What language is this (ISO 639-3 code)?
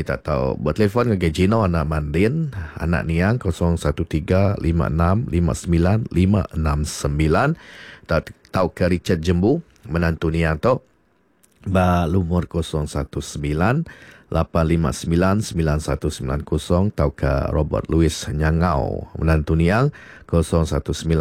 iba